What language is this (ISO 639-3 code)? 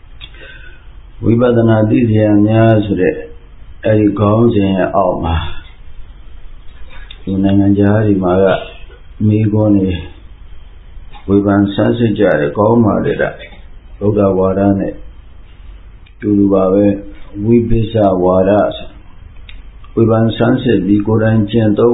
mya